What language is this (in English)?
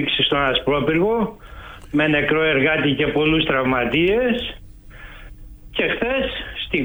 Greek